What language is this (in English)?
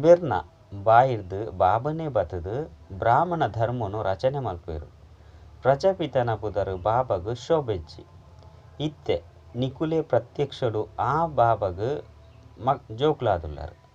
Tulu